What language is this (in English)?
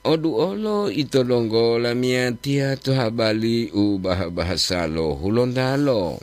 Gorontalo